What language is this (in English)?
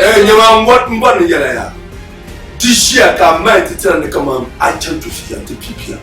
Dagbani